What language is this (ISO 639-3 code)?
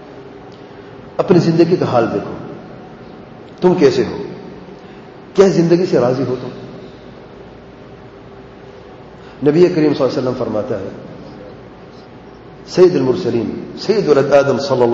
urd